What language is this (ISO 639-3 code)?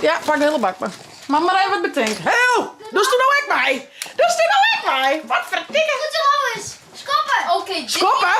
fry